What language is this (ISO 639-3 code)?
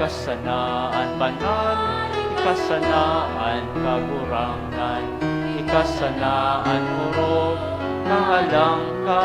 bik